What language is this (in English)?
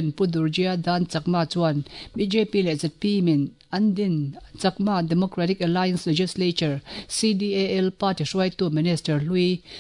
Mizo